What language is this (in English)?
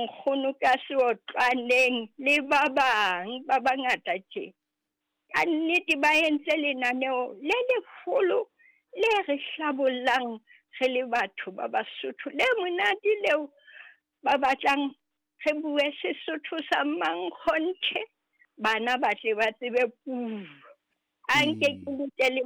Southern Sotho